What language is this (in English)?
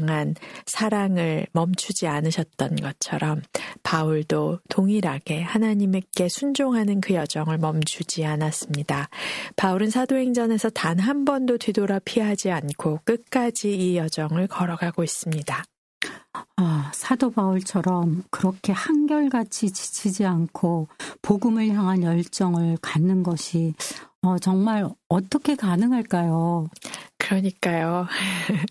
Korean